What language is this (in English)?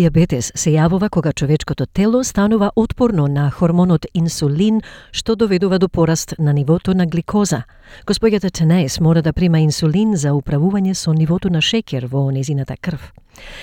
Macedonian